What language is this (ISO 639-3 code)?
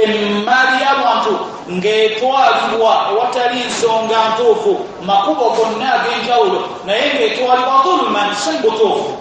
lug